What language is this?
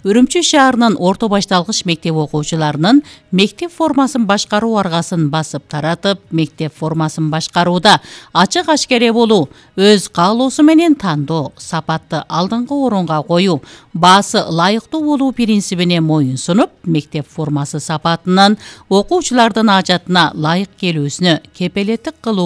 Kyrgyz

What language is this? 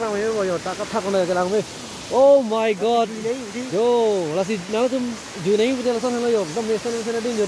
Karbi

